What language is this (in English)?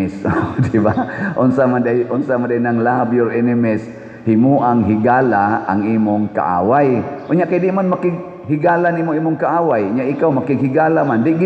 Cebuano